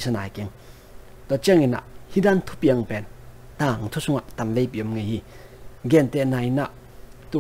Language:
Tedim Chin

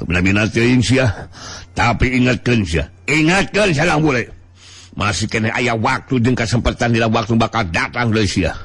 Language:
Sundanese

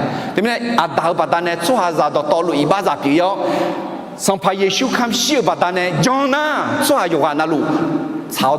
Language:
Akha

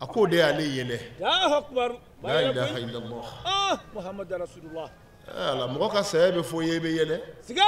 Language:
Bambara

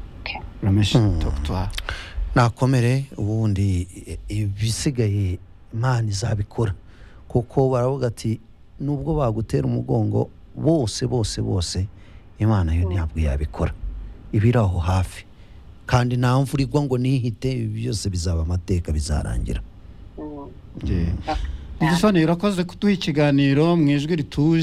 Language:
Kinyarwanda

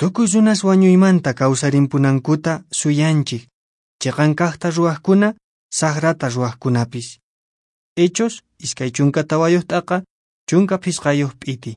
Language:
Quechua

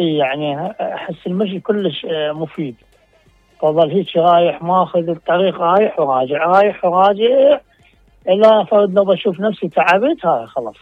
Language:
Mesopotamian Arabic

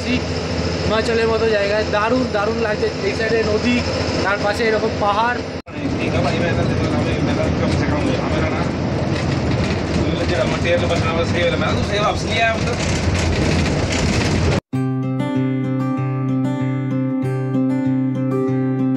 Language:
Bangla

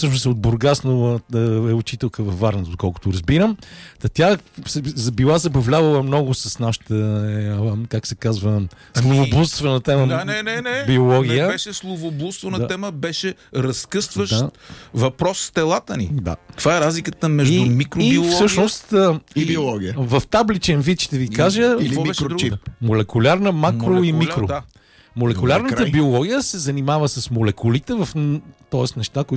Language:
Bulgarian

